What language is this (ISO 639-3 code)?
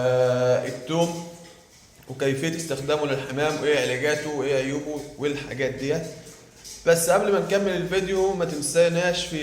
arz